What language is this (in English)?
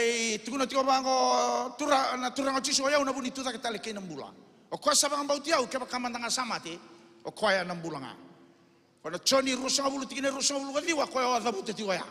Fijian